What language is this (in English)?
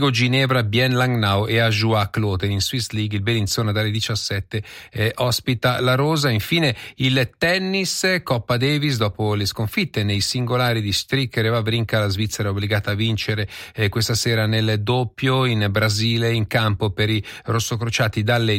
Italian